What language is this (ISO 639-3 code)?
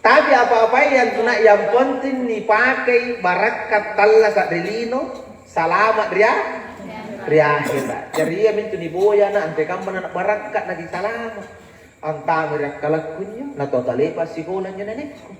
mak